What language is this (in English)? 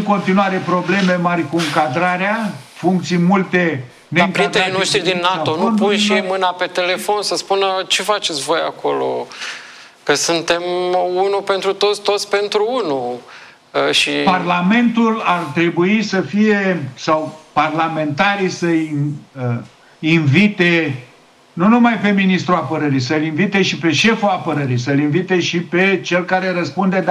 Romanian